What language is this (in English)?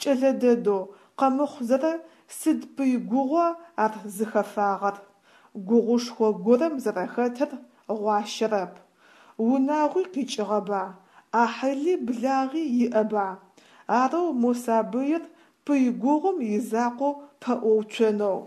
Adyghe